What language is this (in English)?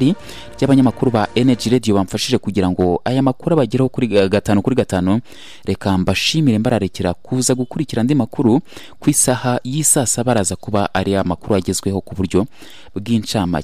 Kinyarwanda